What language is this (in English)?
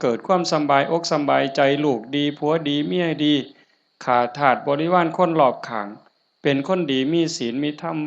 Northeastern Thai